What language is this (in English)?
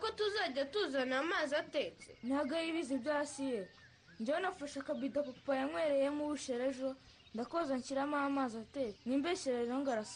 Kinyarwanda